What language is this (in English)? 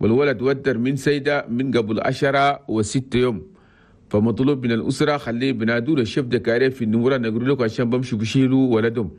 Chadian Arabic